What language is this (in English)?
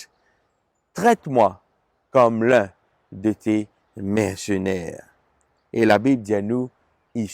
Morisyen